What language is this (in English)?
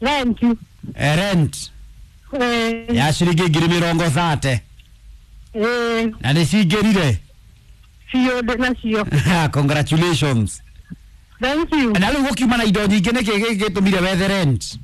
Kikuyu